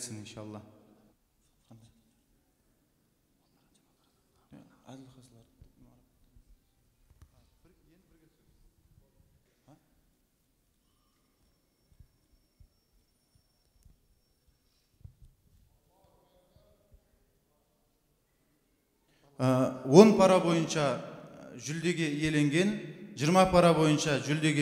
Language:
Kazakh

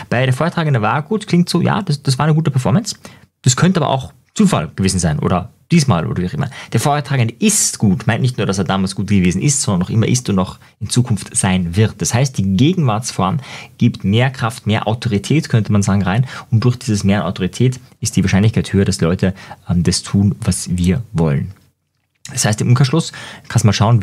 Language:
German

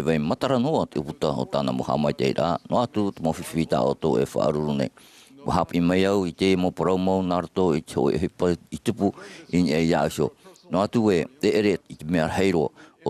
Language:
Tahitian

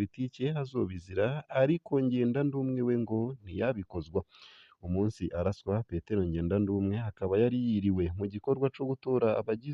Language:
Rundi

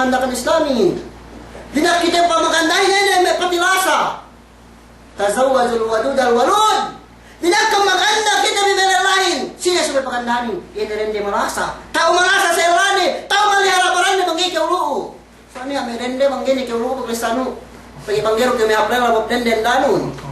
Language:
Yakan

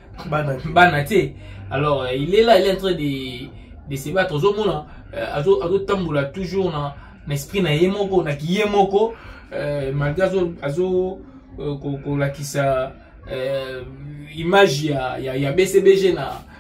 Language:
Lingala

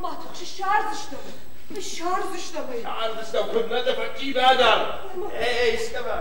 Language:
Ossetic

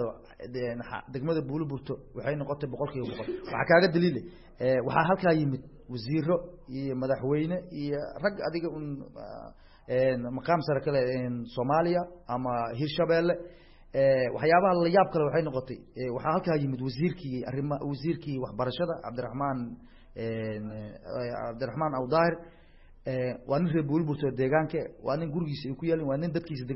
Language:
Somali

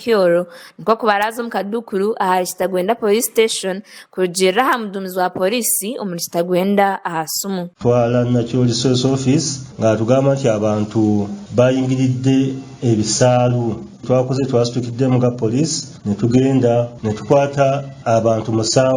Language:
Nyankole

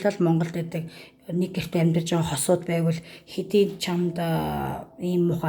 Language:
Mongolian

